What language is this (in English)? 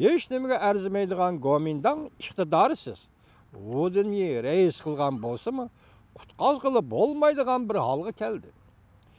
Uyghur